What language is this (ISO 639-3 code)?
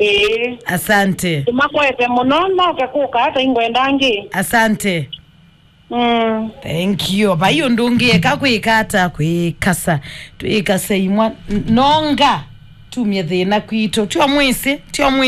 kam